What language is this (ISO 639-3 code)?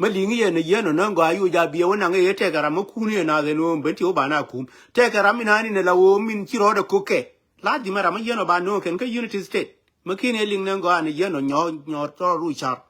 nus